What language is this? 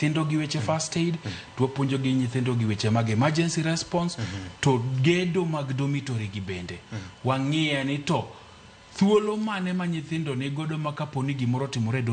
Luo (Kenya and Tanzania)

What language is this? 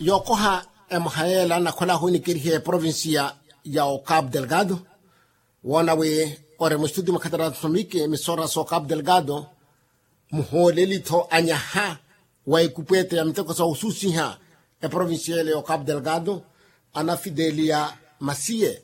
Makhuwa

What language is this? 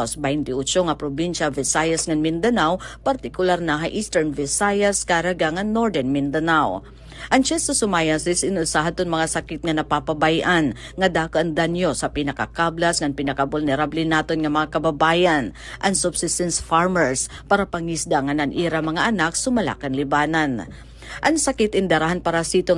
Waray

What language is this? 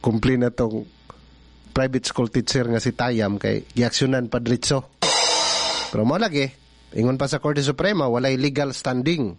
Cebuano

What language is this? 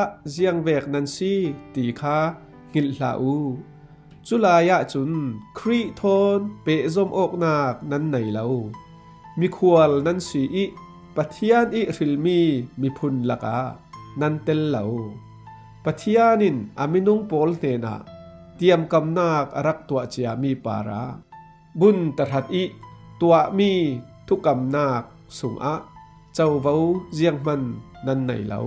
Falam Chin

